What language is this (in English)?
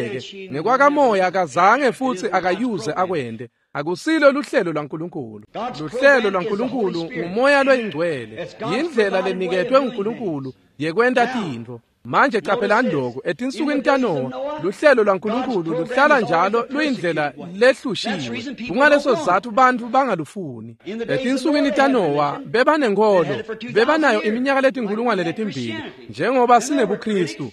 Swati